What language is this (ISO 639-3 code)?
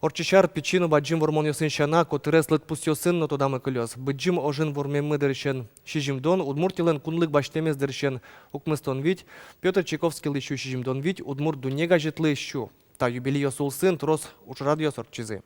udm